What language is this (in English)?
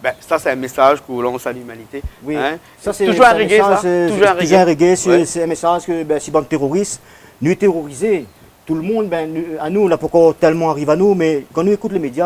Réunion Creole French